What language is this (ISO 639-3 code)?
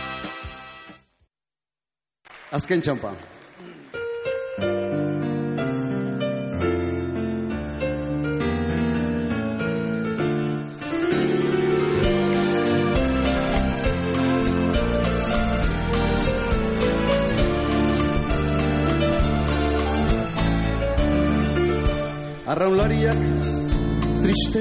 eus